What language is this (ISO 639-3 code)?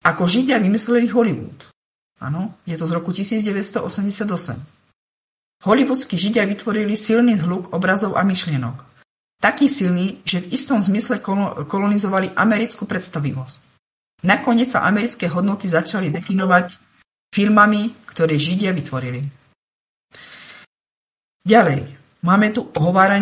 slk